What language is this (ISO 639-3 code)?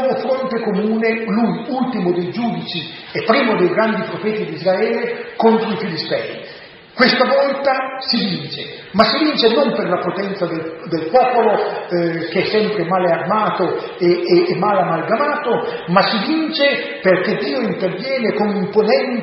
ita